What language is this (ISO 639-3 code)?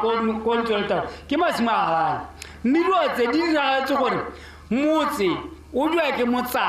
tsn